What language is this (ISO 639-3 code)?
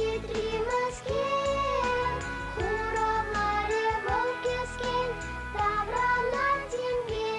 chv